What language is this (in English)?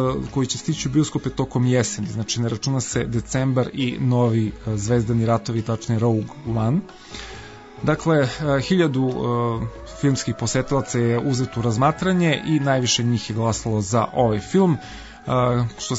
Serbian